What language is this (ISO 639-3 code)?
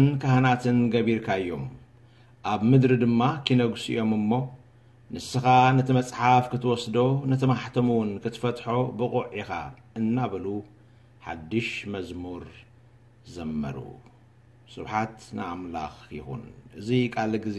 tir